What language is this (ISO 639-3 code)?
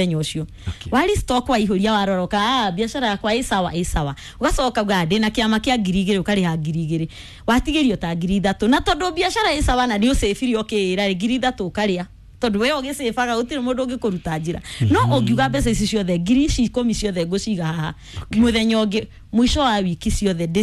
kik